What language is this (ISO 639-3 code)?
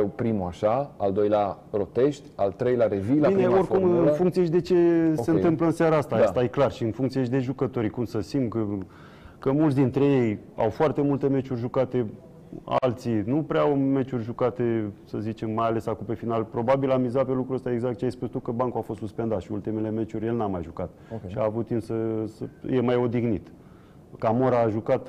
ron